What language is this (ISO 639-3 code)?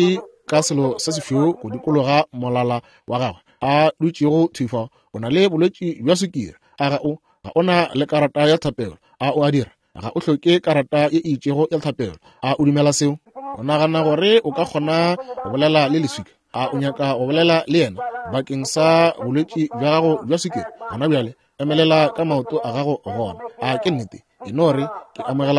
nso